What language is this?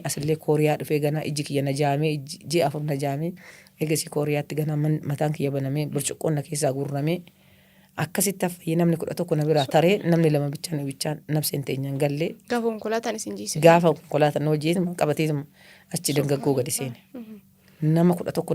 Oromo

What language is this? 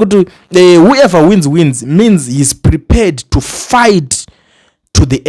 Shona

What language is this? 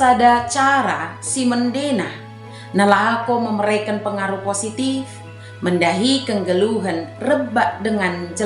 Batak Dairi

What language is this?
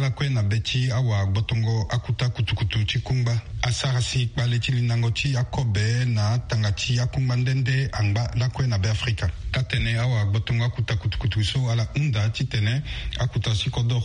Sango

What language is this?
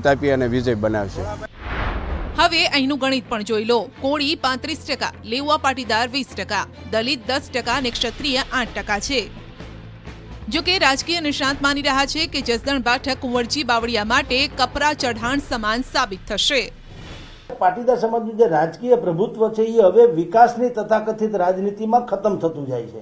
Gujarati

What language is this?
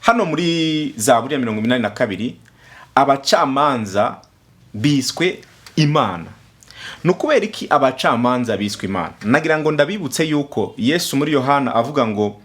Rundi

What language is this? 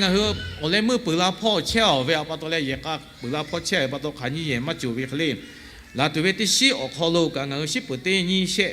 Lahu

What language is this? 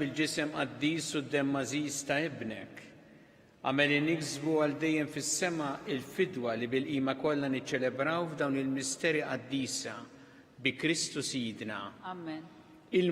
Maltese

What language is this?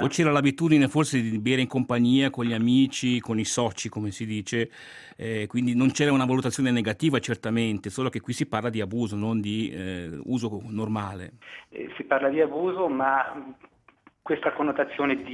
Italian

